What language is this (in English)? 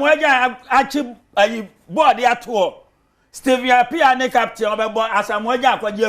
Akan